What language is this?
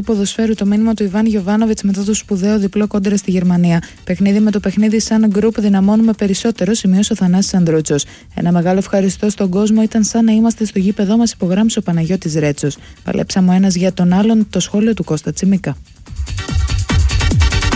Greek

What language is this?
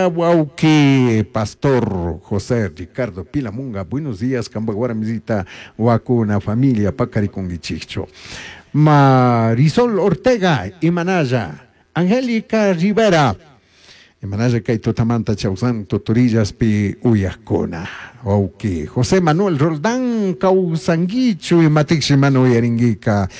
Chimborazo Highland Quichua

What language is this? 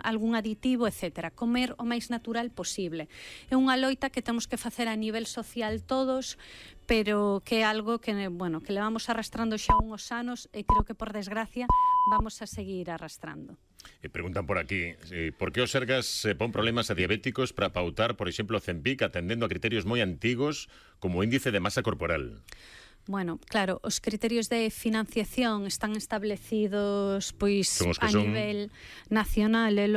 Galician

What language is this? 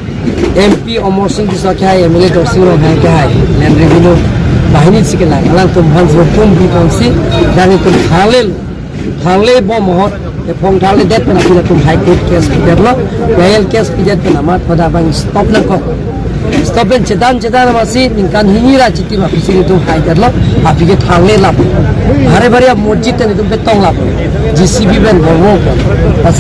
Karbi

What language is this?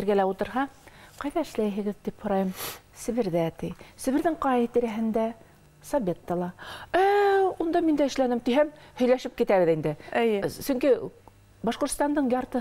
Bashkir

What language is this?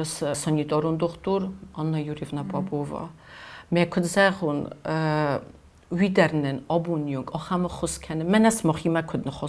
Ossetic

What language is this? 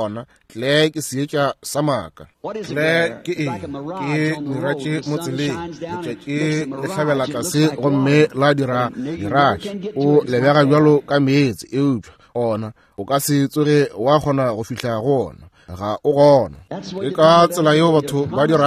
Northern Sotho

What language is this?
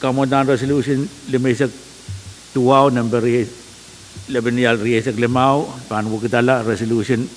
Pohnpeian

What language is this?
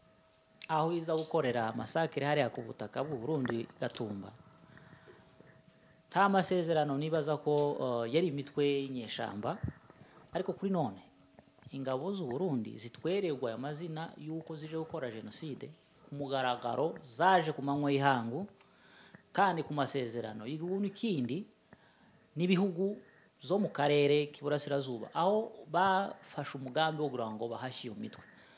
Kinyarwanda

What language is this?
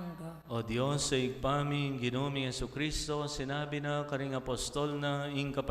Pampanga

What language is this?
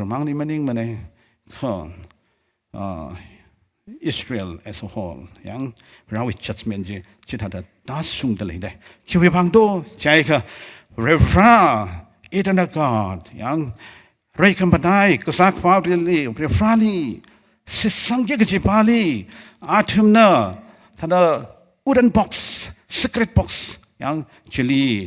Tangkhul Naga (India)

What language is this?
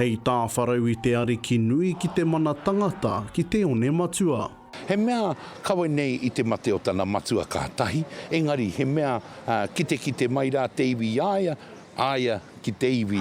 Māori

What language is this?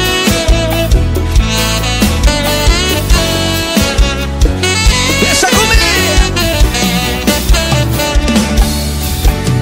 Portuguese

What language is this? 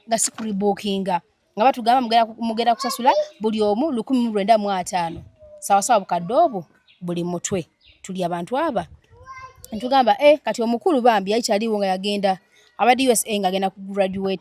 Ganda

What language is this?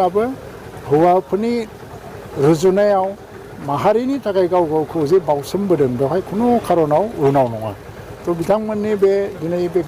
Bodo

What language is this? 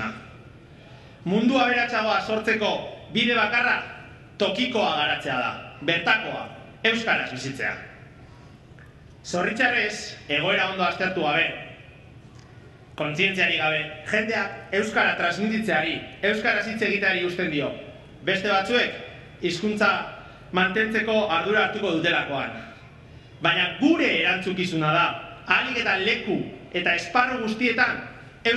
Basque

